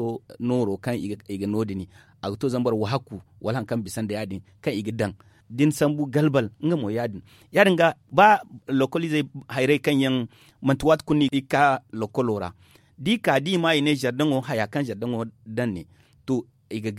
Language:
Zarma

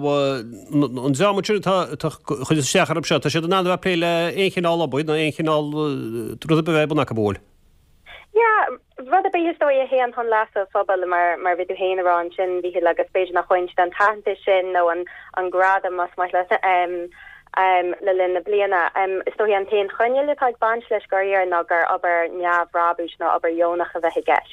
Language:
Irish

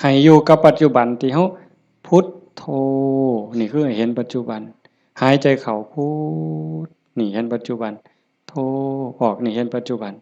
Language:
Northeastern Thai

